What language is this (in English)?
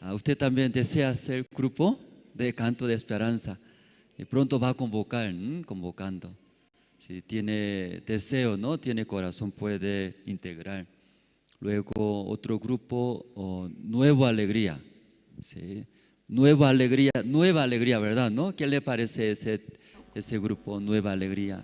Aymara